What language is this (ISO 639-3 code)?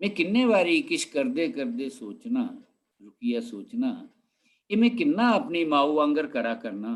doi